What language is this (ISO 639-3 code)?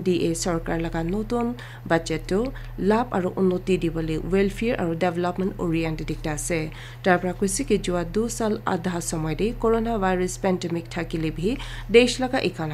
nag